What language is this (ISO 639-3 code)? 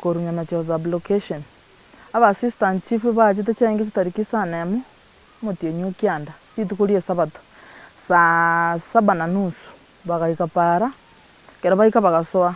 guz